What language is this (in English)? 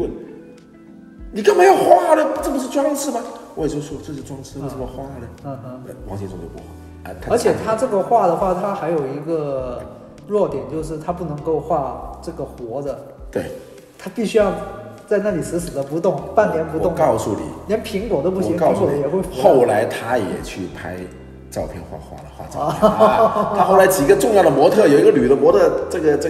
Chinese